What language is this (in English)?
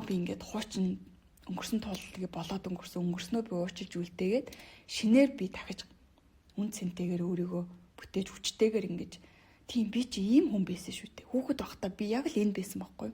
Mongolian